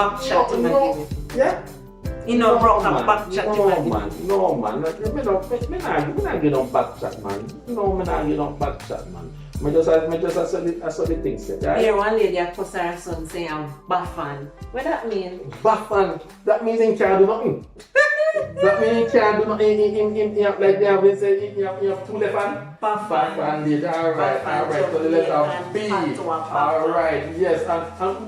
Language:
Jamaican Creole English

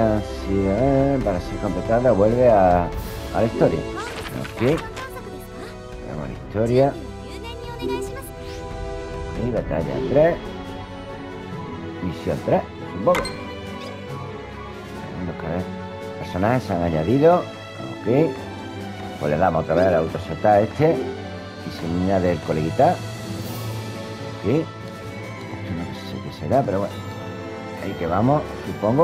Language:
Spanish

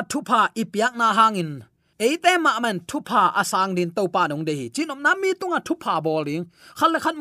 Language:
Tedim Chin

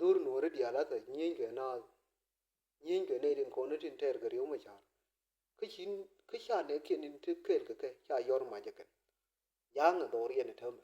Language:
Nuer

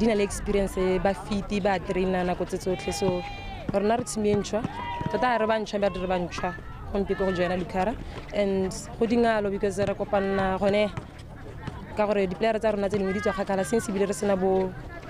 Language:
Tswana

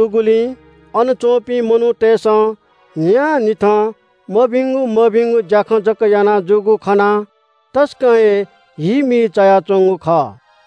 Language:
Newari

